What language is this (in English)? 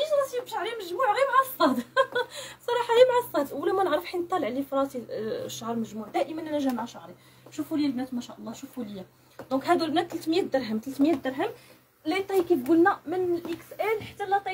Moroccan Arabic